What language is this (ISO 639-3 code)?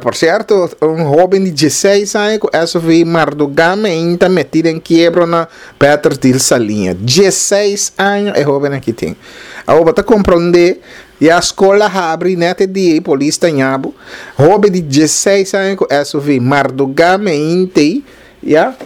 pap